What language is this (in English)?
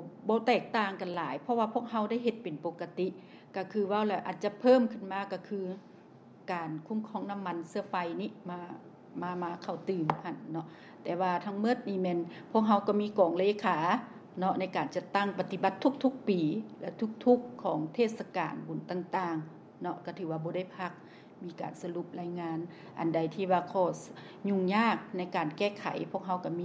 Lao